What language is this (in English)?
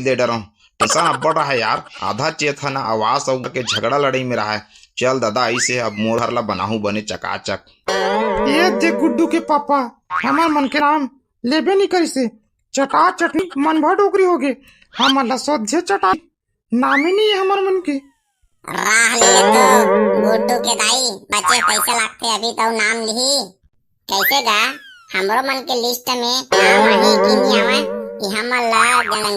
Chhattisgarhi